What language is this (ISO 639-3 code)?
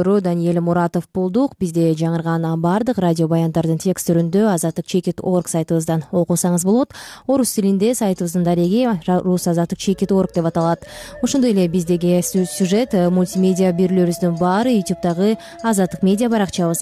kir